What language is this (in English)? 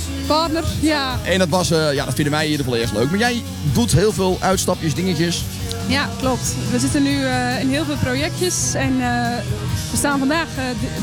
Dutch